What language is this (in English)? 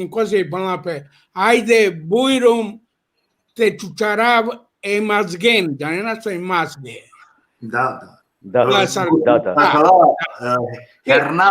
Balkan Romani